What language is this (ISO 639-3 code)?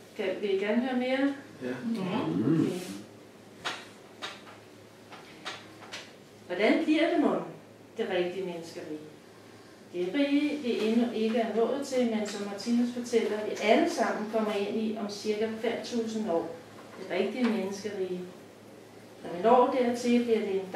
dan